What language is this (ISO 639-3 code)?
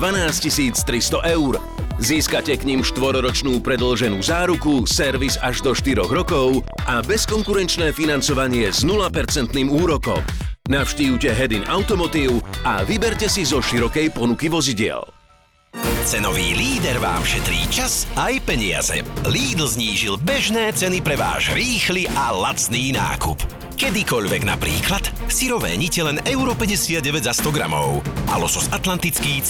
slk